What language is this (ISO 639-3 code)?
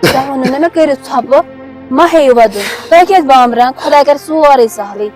kas